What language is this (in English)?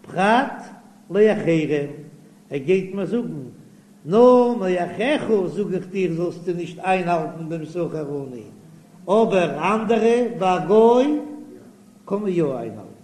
Yiddish